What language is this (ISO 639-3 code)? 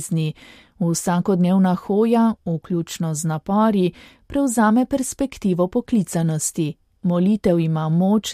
slv